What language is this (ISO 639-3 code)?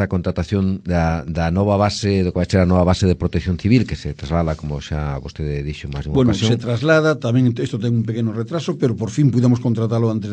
glg